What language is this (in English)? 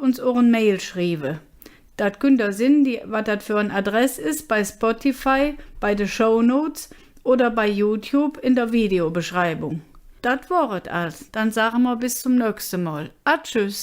Colognian